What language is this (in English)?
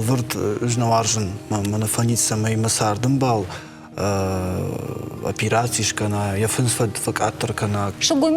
Ossetic